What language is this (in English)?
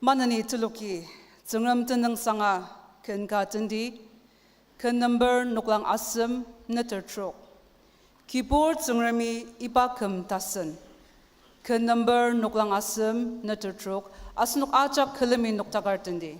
Ao Naga